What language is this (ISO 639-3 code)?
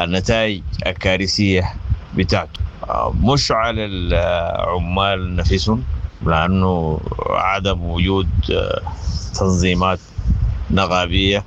apd